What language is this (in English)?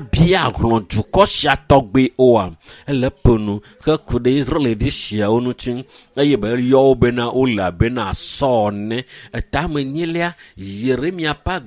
Ewe